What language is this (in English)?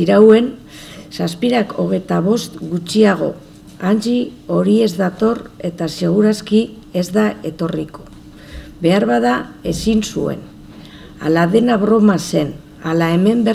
Basque